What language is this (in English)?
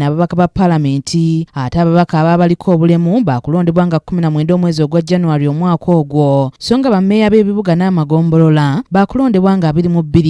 Ganda